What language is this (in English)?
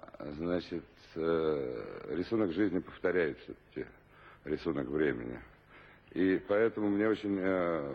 Russian